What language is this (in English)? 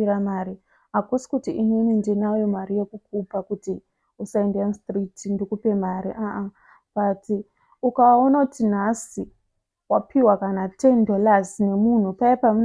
Shona